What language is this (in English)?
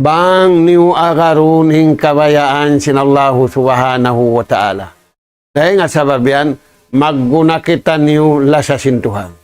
Tausug